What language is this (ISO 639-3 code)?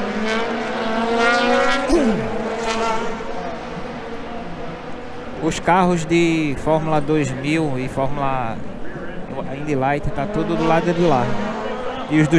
por